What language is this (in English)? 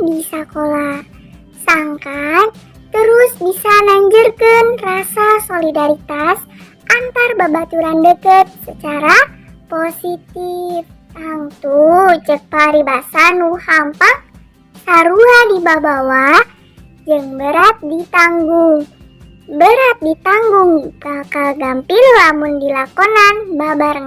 Sundanese